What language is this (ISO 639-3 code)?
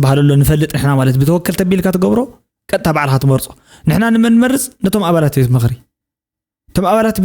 tir